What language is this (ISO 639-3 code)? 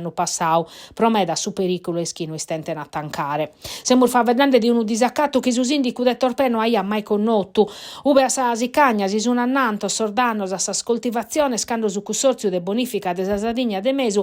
srd